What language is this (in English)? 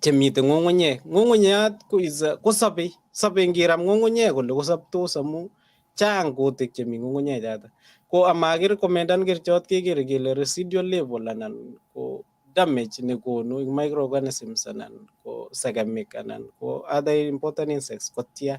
Kalenjin